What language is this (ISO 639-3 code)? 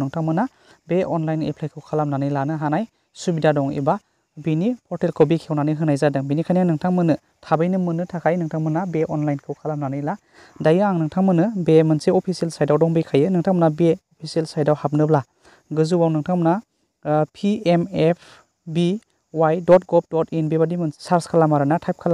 brx